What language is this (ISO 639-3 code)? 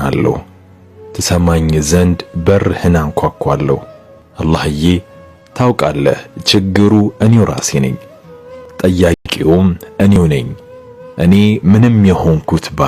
amh